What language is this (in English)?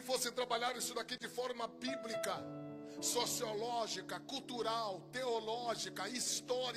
Portuguese